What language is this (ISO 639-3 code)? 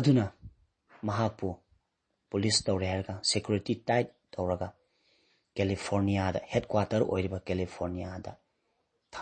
mni